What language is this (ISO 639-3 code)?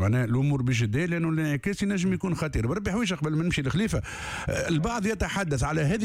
aeb